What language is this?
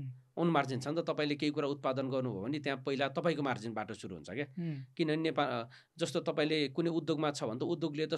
Nepali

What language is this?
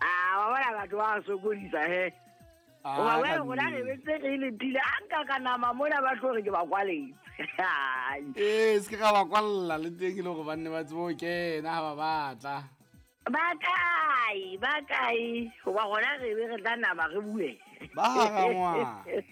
Southern Sotho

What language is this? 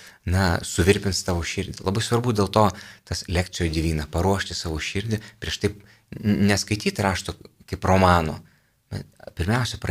Lithuanian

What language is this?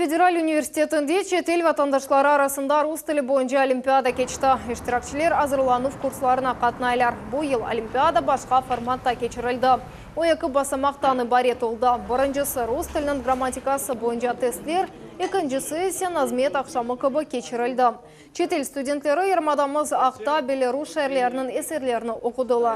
Crimean Tatar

